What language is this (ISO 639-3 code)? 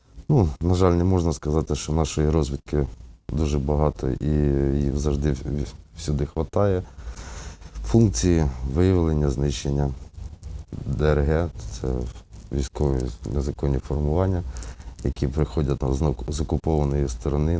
ukr